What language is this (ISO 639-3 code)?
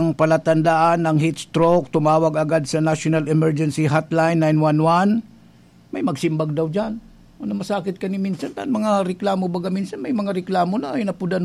bik